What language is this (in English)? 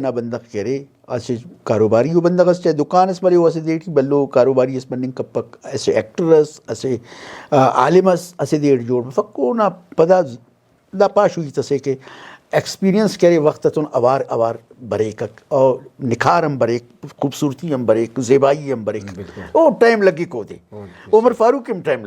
Brahui